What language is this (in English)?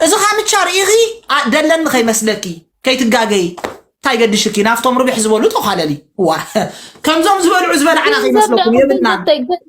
Tigrinya